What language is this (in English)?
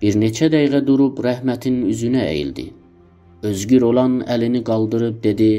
South Azerbaijani